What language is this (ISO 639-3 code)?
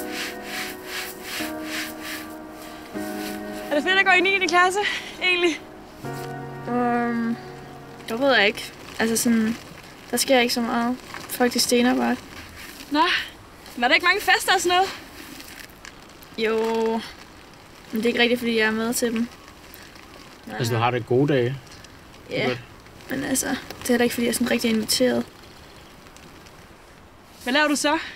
dan